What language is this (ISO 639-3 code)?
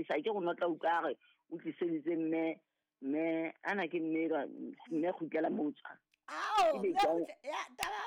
sot